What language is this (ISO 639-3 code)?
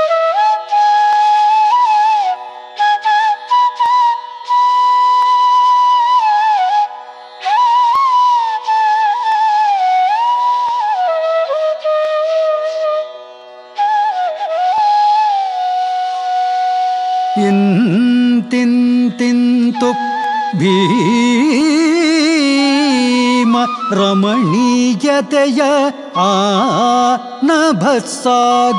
kan